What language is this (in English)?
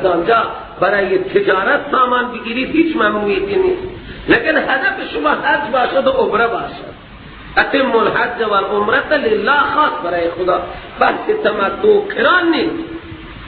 Persian